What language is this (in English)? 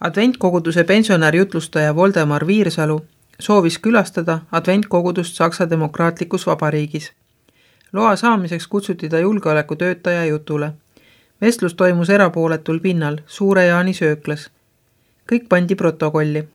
Estonian